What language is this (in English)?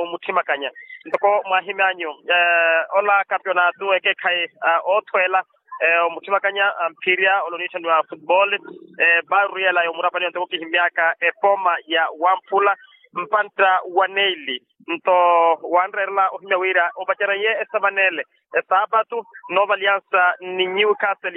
Makhuwa